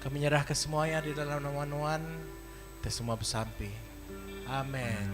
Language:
Iban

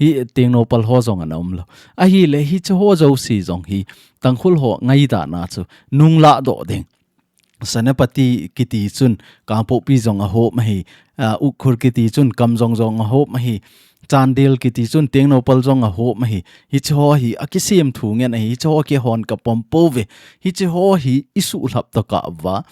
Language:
Thado Chin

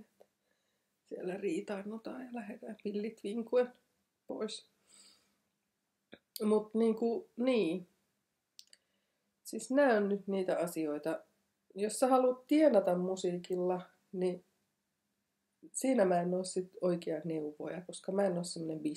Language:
Finnish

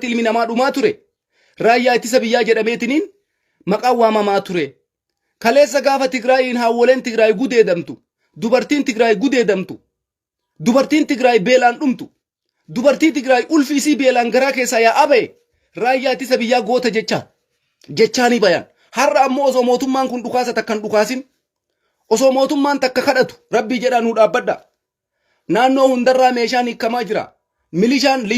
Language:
Oromo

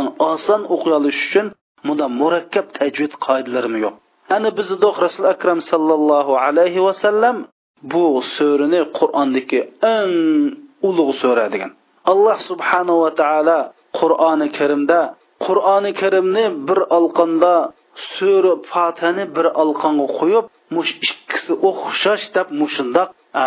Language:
Uyghur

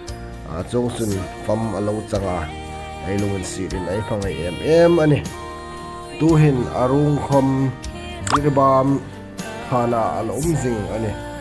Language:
Hmar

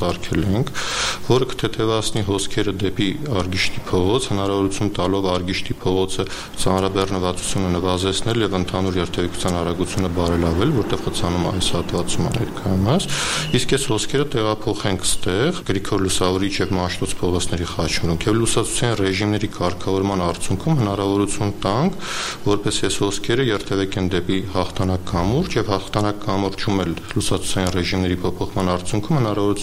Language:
Armenian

